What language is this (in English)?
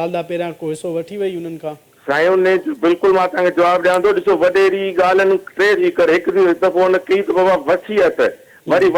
Sindhi